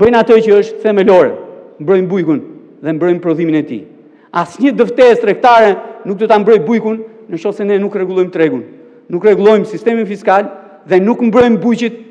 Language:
Albanian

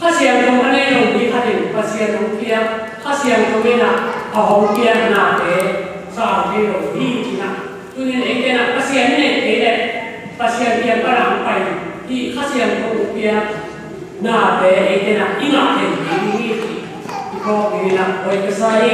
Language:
Tedim Chin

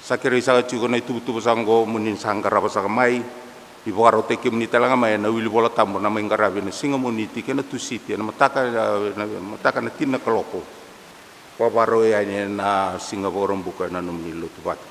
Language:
Fijian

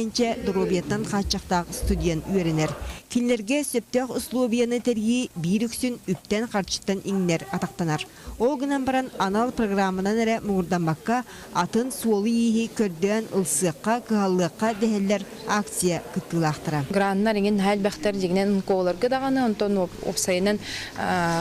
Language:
Yakut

